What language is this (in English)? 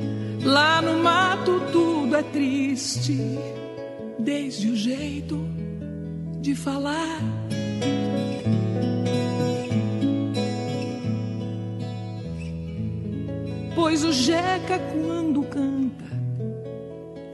Portuguese